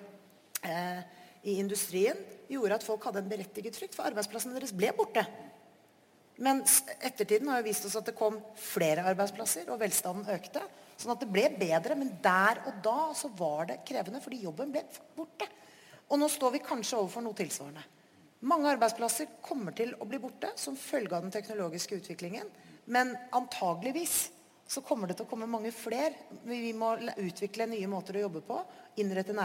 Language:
Norwegian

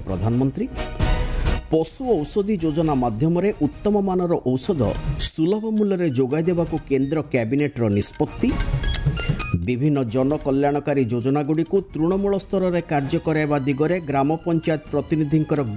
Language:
Odia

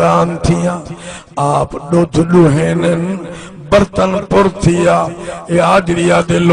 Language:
Saraiki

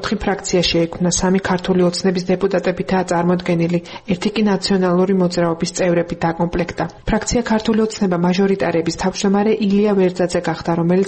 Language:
Georgian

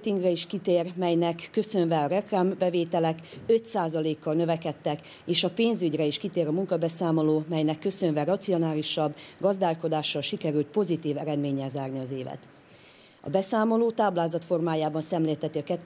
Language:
Hungarian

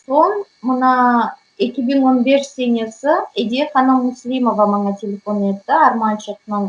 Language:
Crimean Tatar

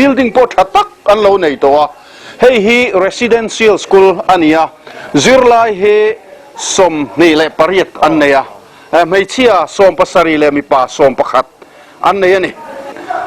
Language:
Mizo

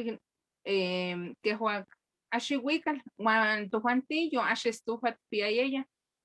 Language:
Eastern Huasteca Nahuatl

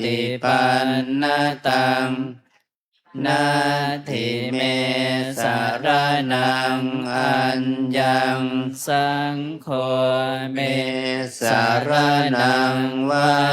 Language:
Pali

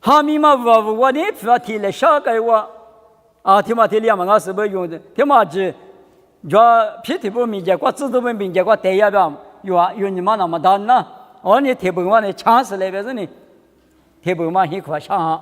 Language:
Lisu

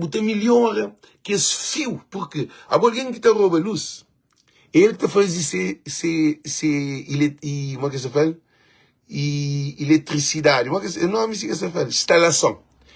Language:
Kabuverdianu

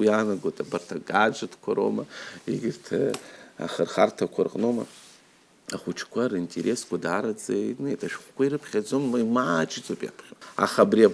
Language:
Abkhazian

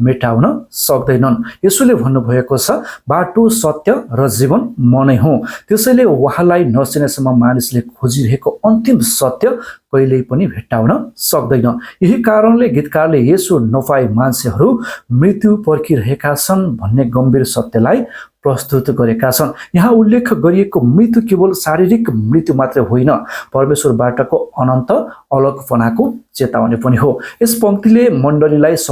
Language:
Nepali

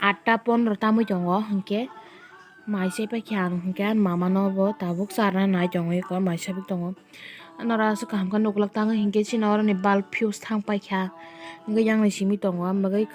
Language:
Kok Borok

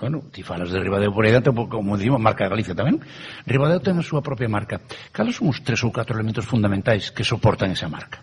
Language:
Galician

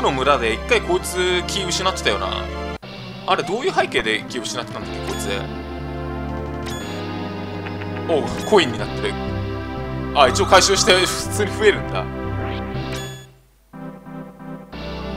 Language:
Japanese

